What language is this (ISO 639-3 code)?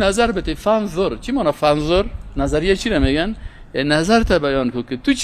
fas